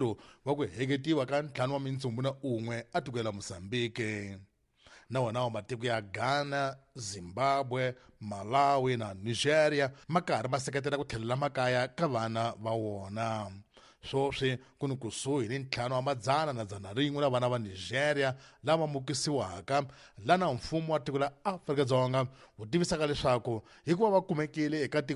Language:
Tsonga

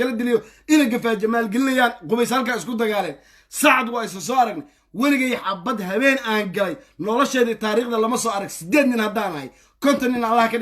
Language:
Somali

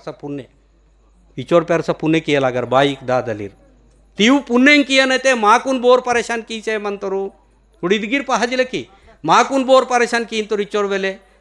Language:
Gondi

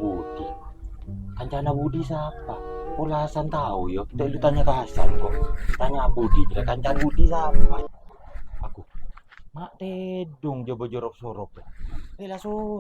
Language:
Madurese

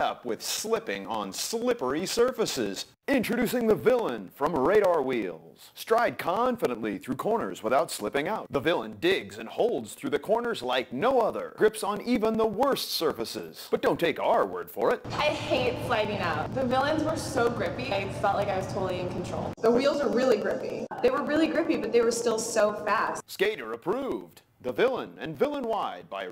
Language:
English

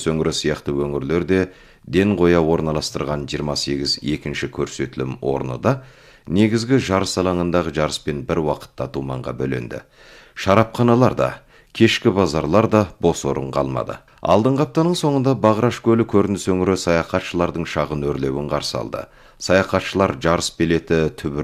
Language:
Kazakh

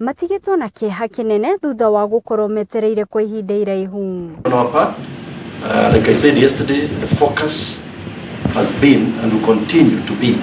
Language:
Kikuyu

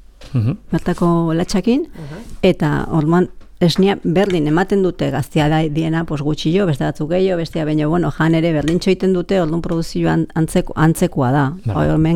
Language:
Basque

